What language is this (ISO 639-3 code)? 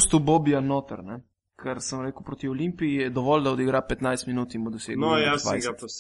slv